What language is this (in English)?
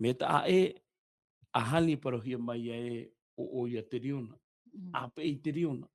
Tahitian